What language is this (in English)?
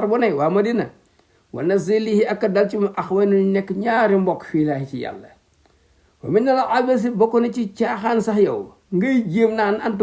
Wolof